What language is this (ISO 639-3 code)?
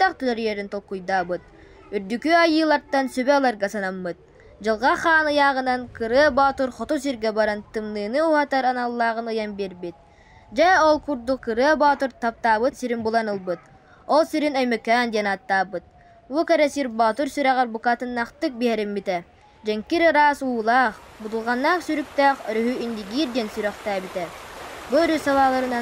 sah